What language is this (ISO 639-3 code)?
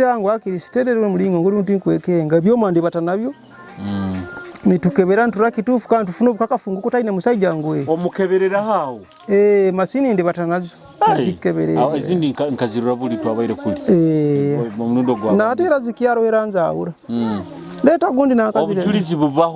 nyo